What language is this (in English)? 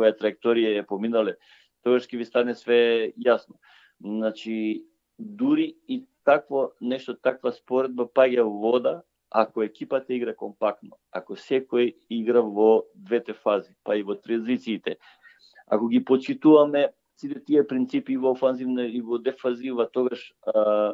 Macedonian